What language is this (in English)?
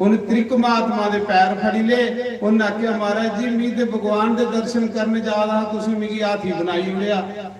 Dogri